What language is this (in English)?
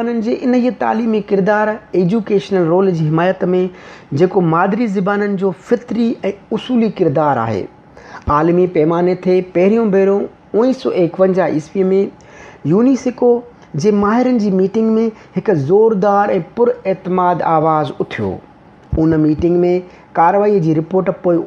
Sindhi